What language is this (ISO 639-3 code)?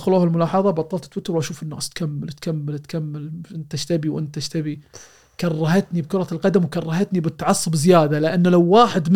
afb